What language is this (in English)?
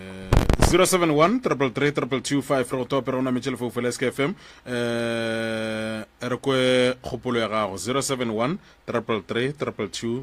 Northern Sotho